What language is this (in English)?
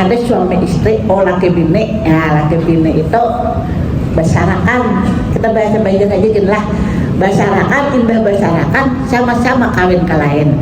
Banjar